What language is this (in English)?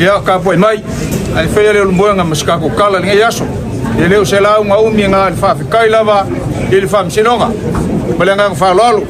Samoan